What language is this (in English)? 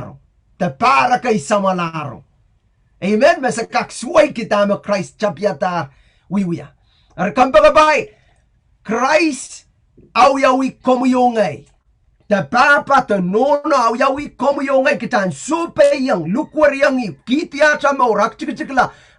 Pohnpeian